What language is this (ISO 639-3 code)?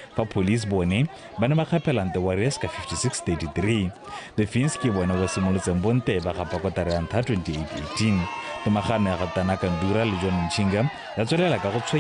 tsn